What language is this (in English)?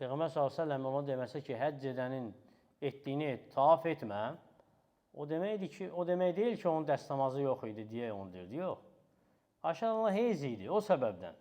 Azerbaijani